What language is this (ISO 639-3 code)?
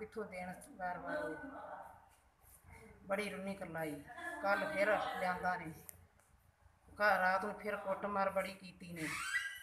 pan